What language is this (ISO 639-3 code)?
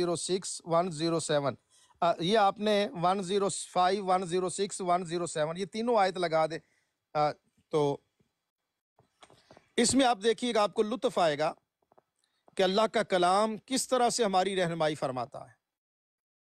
urd